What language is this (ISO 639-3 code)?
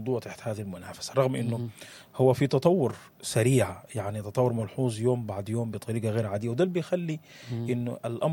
apd